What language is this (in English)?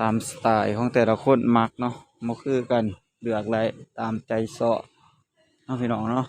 Northeastern Thai